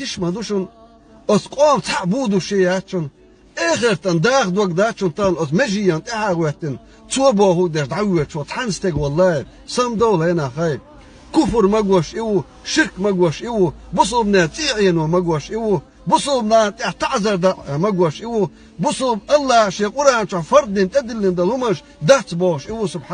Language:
Chechen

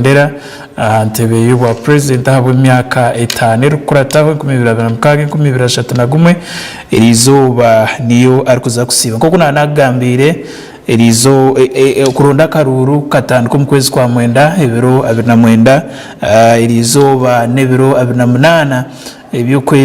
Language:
Nyankole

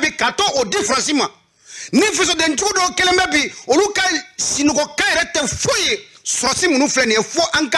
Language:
Bambara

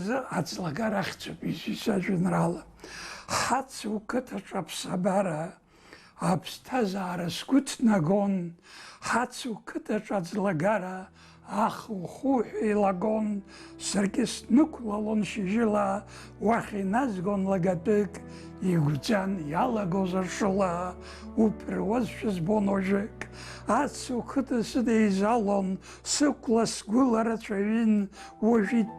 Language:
Abkhazian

